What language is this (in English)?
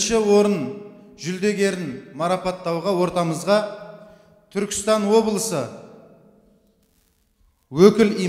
Kazakh